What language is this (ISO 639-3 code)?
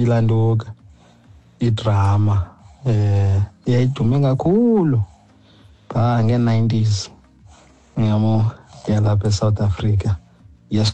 xho